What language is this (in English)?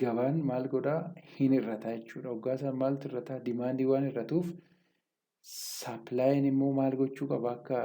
Oromo